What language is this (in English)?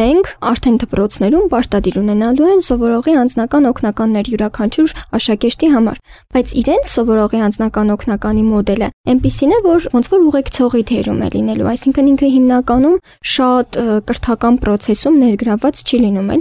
Armenian